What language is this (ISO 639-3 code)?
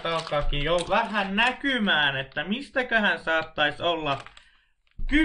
fin